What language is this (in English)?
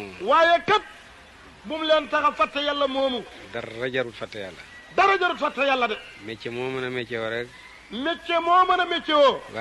Wolof